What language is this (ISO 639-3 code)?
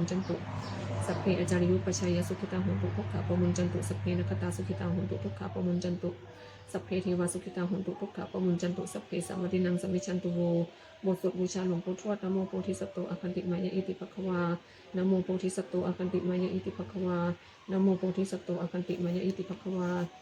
pli